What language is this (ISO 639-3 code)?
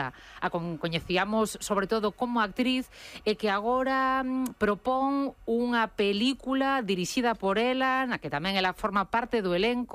glg